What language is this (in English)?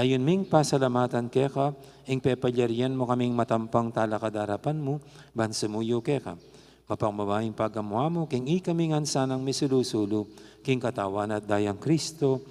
Pampanga